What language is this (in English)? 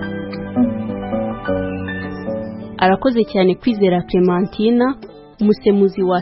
Kinyarwanda